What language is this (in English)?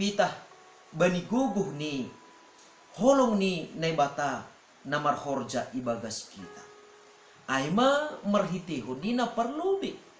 Batak Simalungun